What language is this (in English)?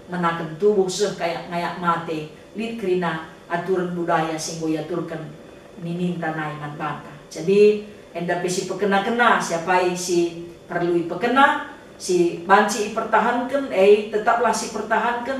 Batak Karo